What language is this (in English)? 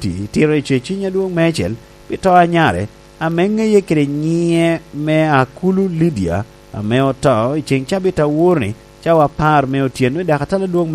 Lango (Uganda)